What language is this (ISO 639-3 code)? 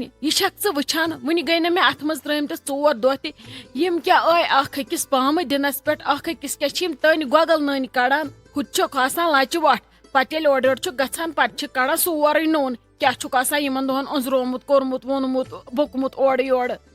kas